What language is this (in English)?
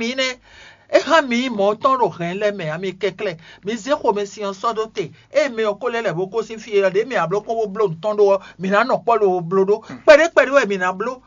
Fon